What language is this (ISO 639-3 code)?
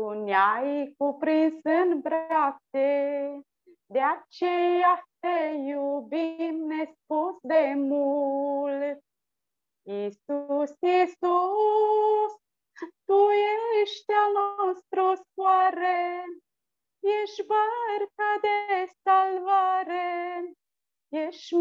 ron